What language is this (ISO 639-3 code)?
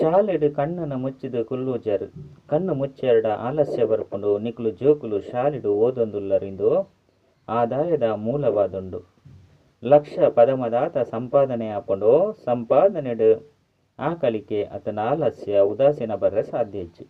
tcy